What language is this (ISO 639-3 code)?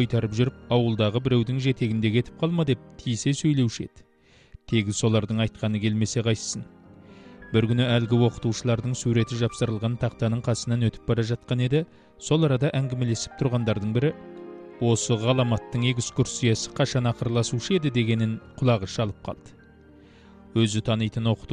kaz